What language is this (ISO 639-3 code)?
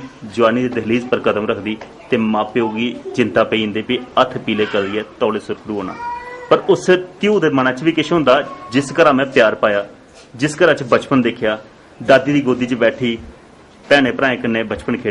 doi